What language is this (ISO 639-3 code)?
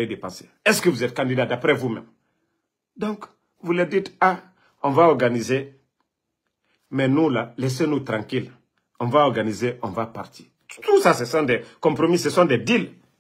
fra